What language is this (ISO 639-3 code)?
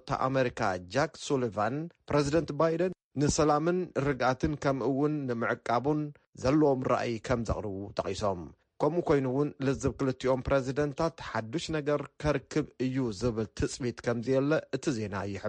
tir